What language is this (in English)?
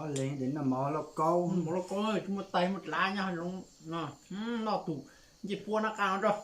Hmong